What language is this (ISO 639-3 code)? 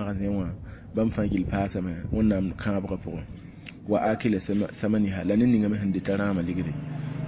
mos